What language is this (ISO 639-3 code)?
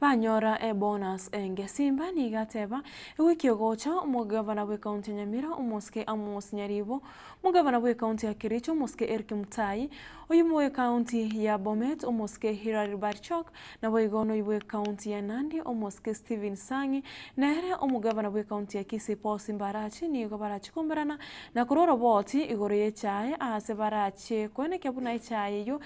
guz